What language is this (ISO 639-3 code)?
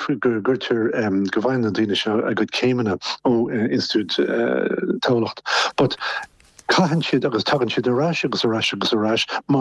gle